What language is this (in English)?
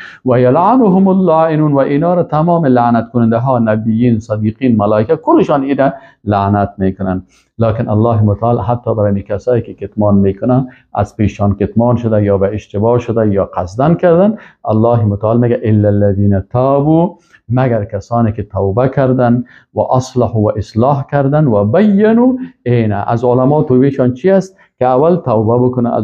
Persian